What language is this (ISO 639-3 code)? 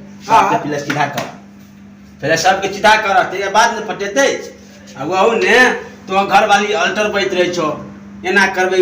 mai